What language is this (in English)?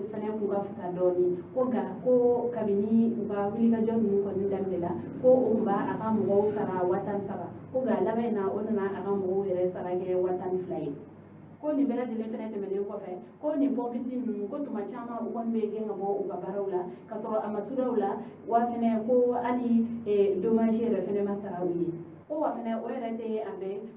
Bambara